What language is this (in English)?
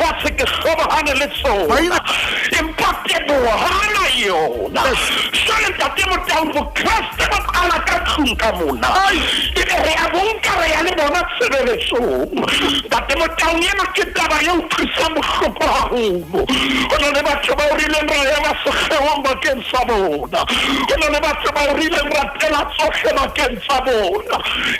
Southern Sotho